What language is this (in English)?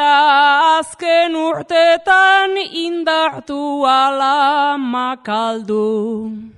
Basque